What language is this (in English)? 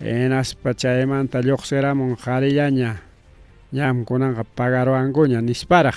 Ayacucho Quechua